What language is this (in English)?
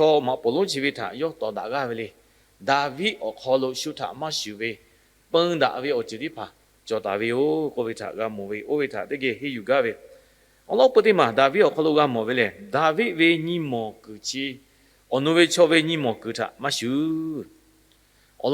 Lahu